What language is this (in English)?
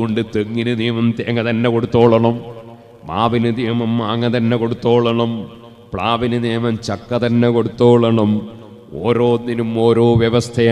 Malayalam